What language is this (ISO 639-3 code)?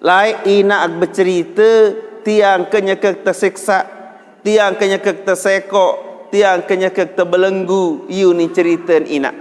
sas